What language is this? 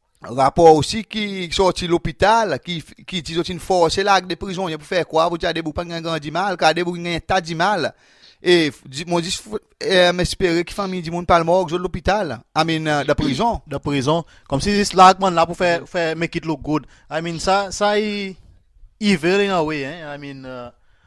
Seselwa Creole French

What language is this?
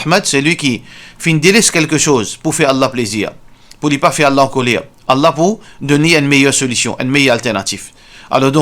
Morisyen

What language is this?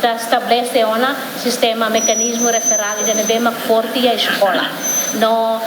Tetum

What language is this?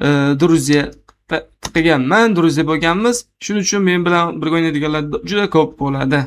Uzbek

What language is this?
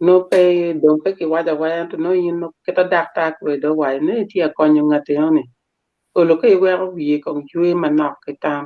Acoli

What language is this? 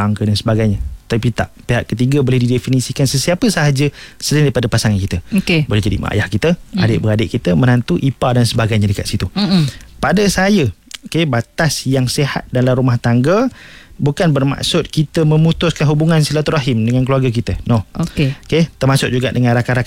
Malay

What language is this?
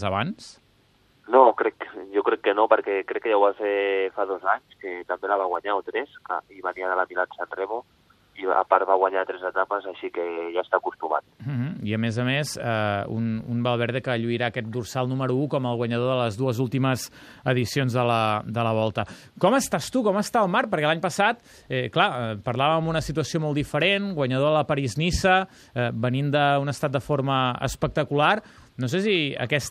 Catalan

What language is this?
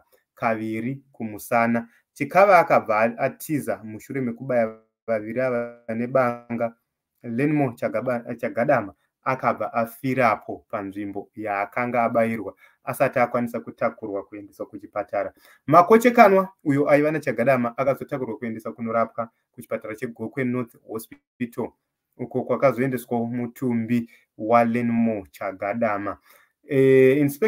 Shona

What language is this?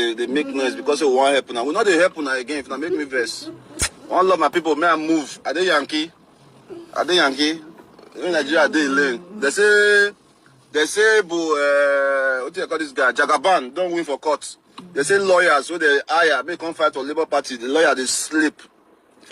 Nigerian Pidgin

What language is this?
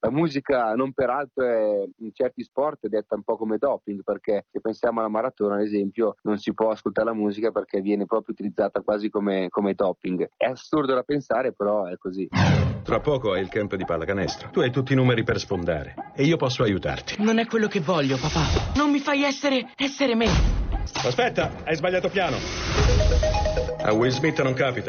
Italian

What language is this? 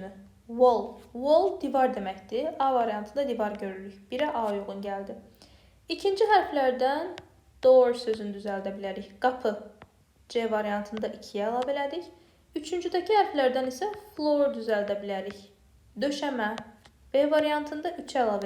Azerbaijani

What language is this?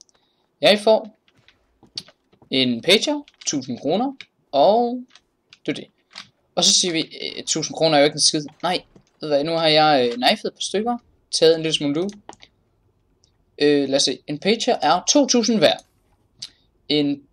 Danish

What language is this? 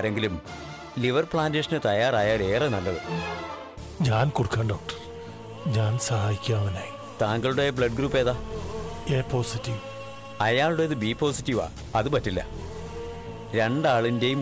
Malayalam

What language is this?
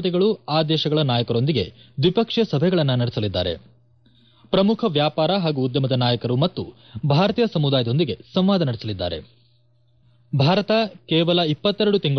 Kannada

